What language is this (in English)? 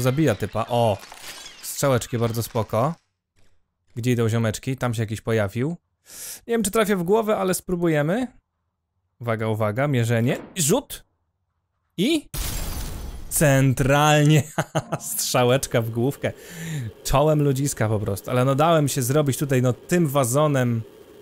Polish